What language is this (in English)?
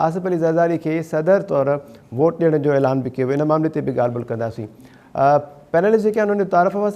Sindhi